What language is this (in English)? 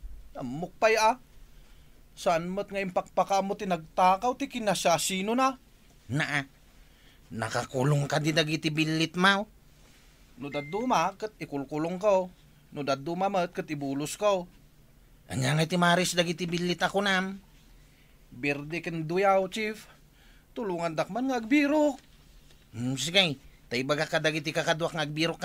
Iloko